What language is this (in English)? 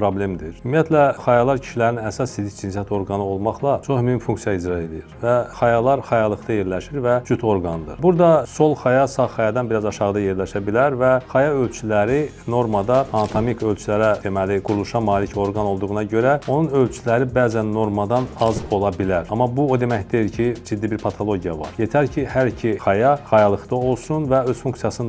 Azerbaijani